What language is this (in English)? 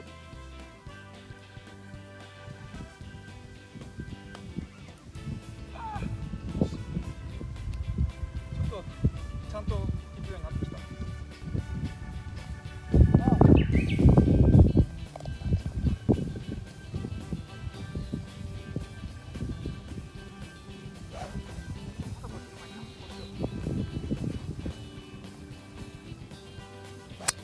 Japanese